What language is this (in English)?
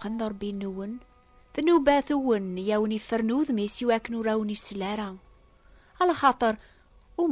Kabyle